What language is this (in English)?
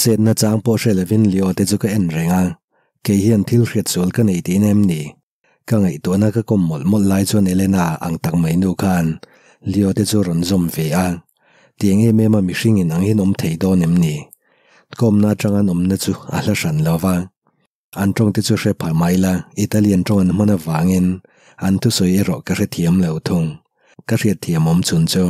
Mizo